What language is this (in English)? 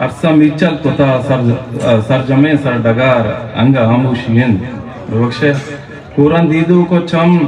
Eastern Balochi